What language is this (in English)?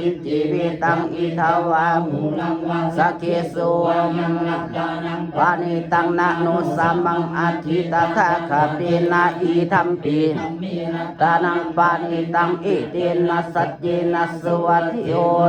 Pali